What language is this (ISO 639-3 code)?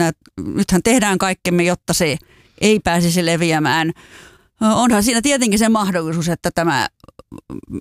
fin